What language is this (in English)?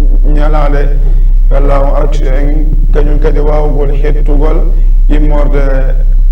Fula